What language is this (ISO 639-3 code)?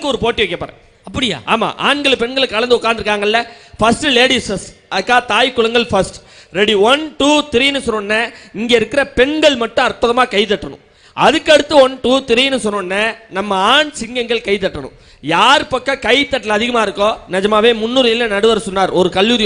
tam